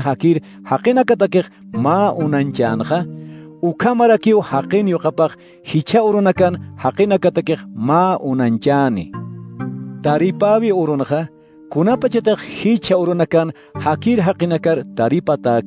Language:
Aymara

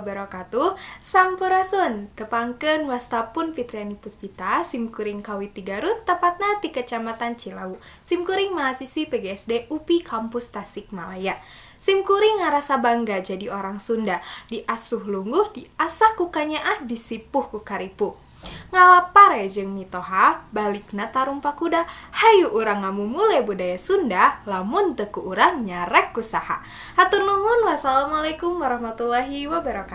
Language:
Sundanese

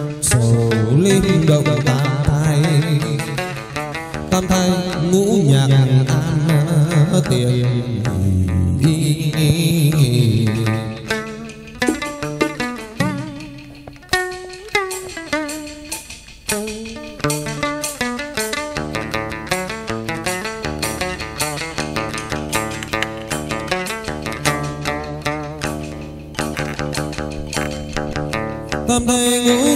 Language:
Vietnamese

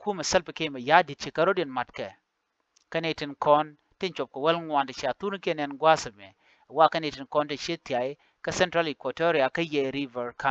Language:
Nuer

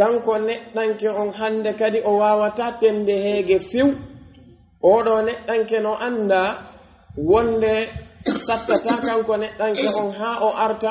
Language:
Pular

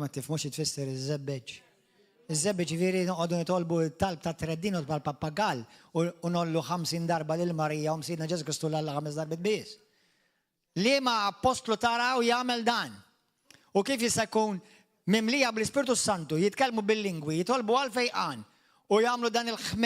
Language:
Maltese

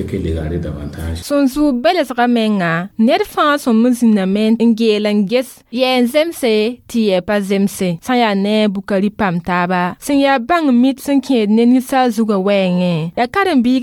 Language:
Mossi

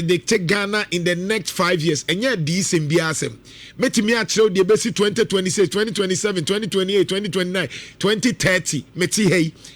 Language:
Akan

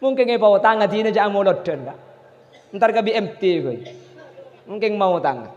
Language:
Madurese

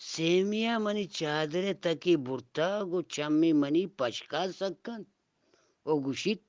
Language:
Eastern Balochi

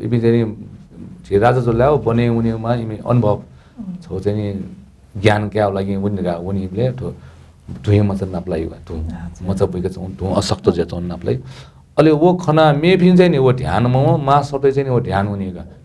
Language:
Newari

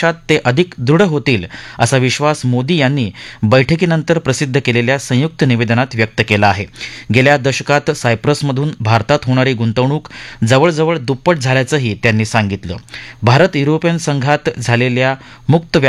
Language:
Marathi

